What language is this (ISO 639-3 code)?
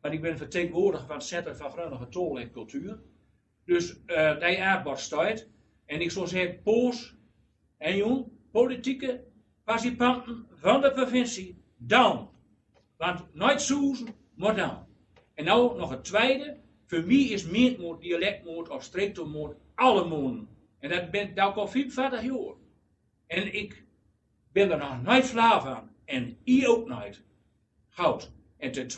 gos